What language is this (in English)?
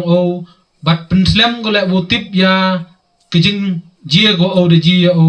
Pnar